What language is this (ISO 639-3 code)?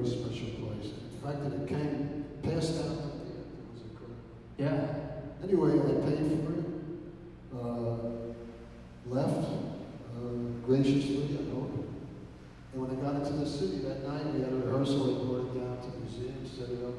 eng